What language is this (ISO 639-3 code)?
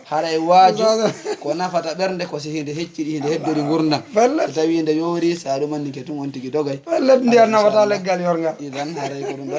ful